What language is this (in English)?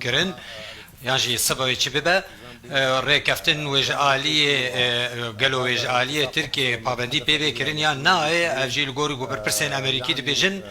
Kurdish